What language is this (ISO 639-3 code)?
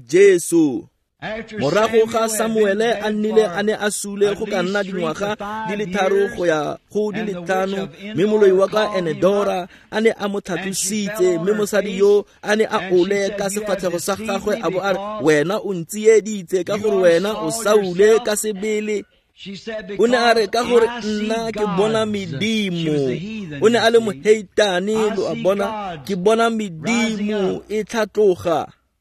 tsn